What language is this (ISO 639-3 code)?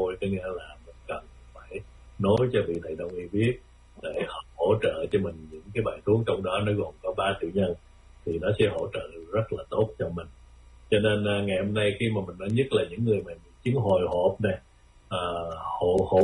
vie